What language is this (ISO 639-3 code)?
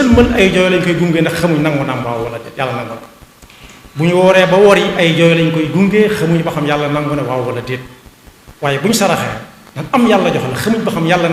wol